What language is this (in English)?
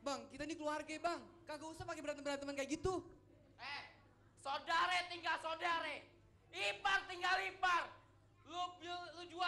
Betawi